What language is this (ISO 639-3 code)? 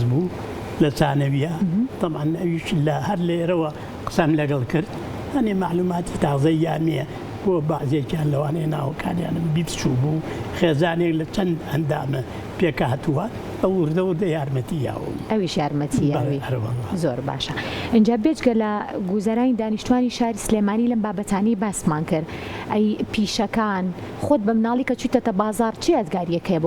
ckb